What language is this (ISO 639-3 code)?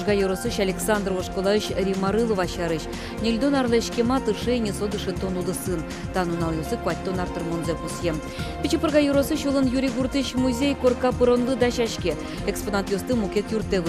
udm